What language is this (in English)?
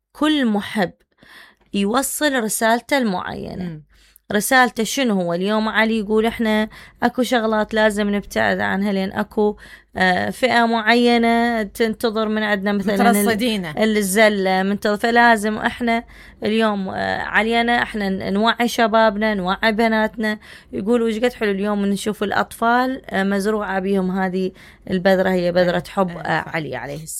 Mesopotamian Arabic